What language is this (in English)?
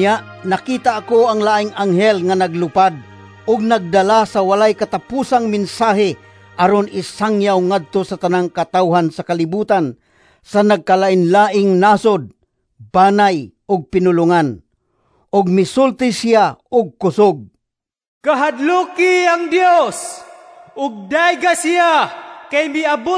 Cebuano